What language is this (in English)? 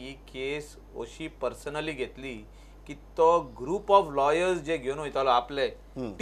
Konkani